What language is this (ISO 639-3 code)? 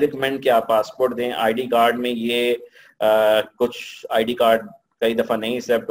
urd